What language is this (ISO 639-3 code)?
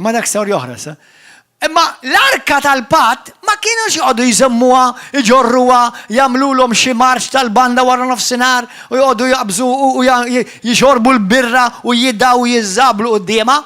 mlt